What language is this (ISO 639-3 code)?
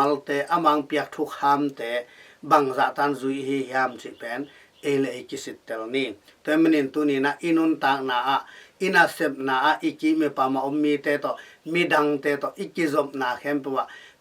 ctd